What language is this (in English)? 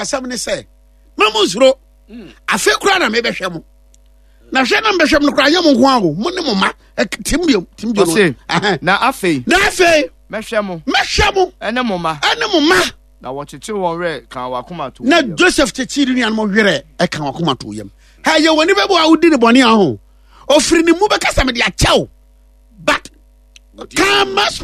Akan